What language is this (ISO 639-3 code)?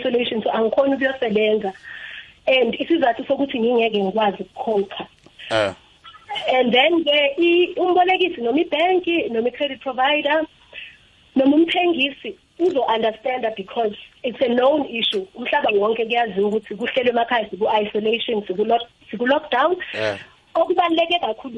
nbl